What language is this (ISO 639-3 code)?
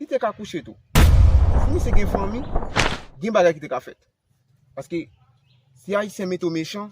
hat